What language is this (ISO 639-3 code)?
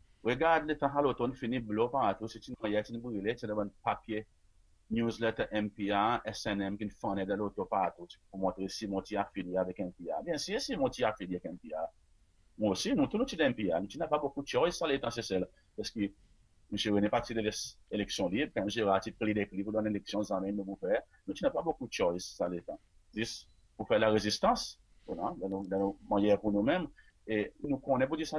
crs